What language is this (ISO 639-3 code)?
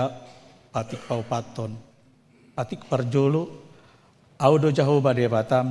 bbc